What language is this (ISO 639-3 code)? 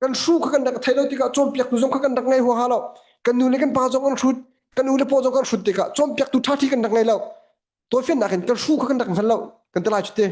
cnh